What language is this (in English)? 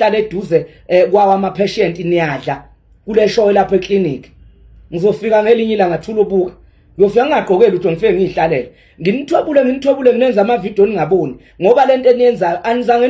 Zulu